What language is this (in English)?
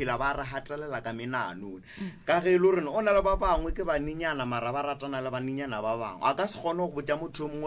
Northern Sotho